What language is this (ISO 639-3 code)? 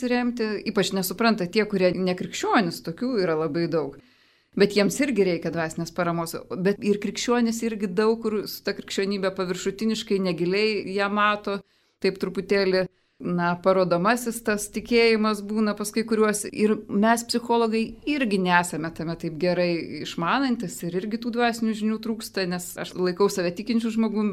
lit